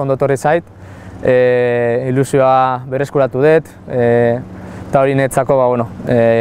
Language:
Basque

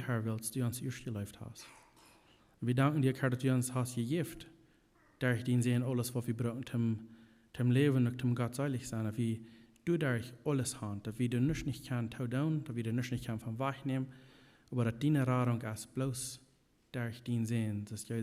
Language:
Plautdietsch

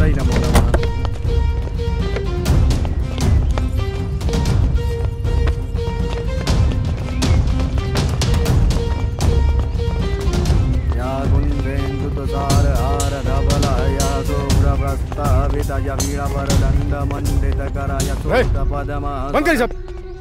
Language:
Bhojpuri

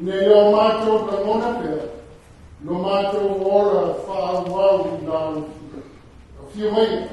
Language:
Samoan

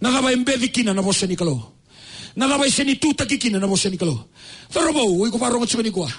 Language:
Fijian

